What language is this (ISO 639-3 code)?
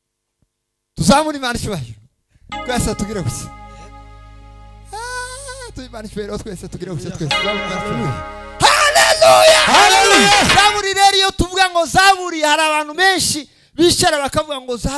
kin